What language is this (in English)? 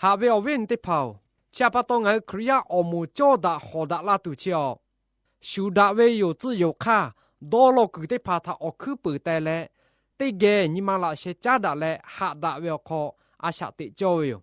Lahu